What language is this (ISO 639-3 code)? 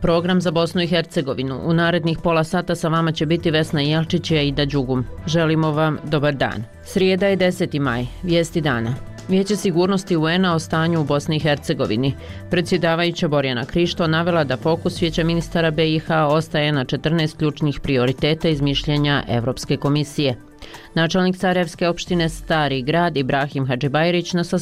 bos